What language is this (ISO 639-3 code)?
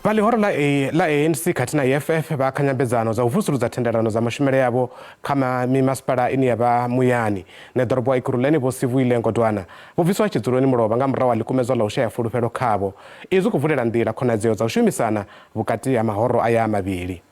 ven